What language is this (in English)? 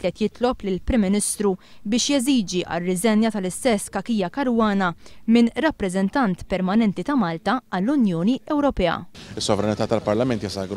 Maltese